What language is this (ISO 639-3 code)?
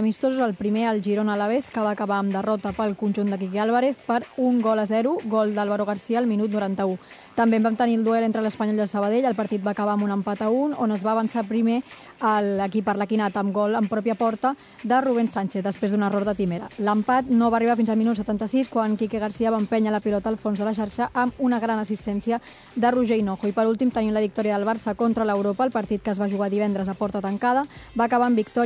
cat